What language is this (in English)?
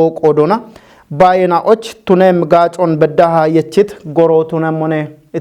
Kafa